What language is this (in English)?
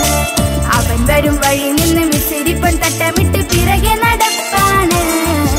Malayalam